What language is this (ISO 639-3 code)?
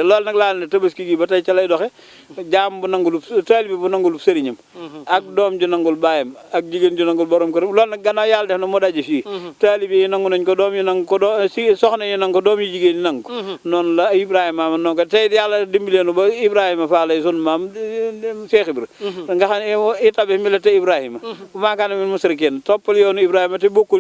wol